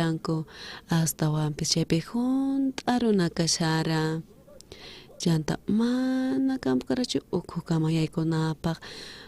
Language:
South Bolivian Quechua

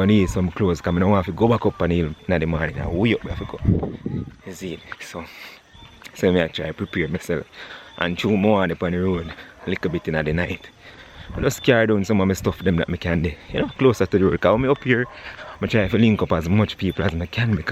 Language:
Jamaican Creole English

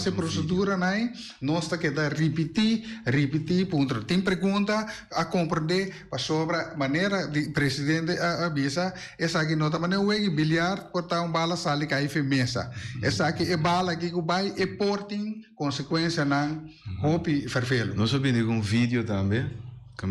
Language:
Papiamento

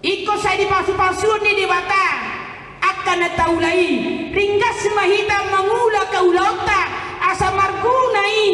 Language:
Batak Toba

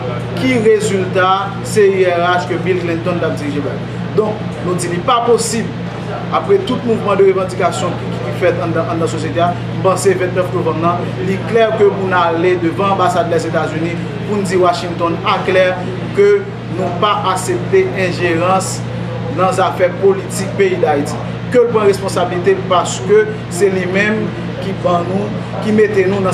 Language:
Haitian Creole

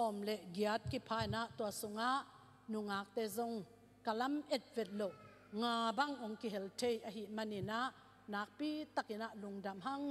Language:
Tedim Chin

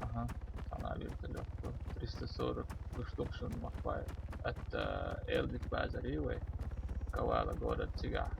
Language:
Chechen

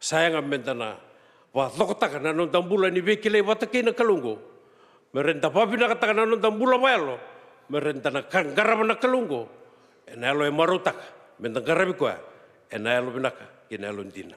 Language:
Fijian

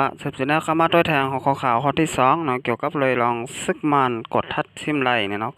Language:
Shan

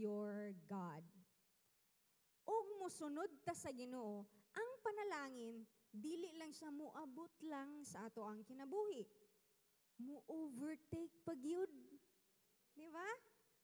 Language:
Cebuano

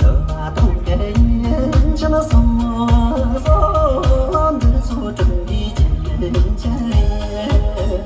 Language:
Tibetan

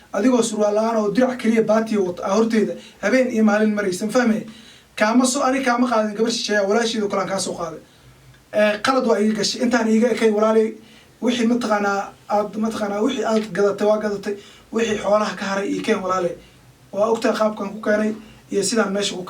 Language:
Somali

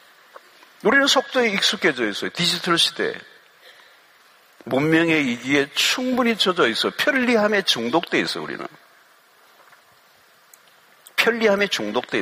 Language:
Korean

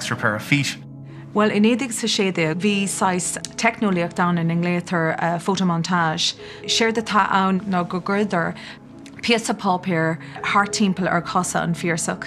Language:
Irish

